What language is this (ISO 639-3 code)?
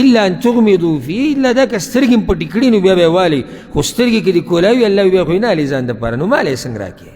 pus